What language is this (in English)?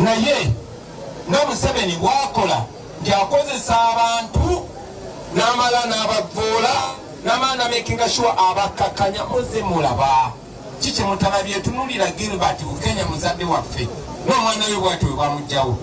Ganda